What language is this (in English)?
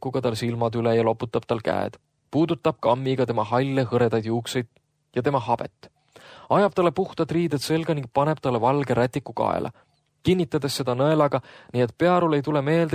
Estonian